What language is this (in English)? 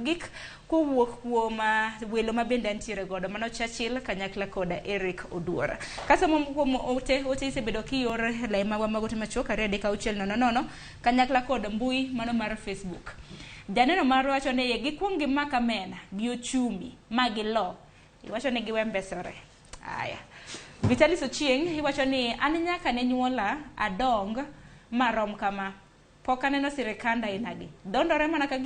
Luo (Kenya and Tanzania)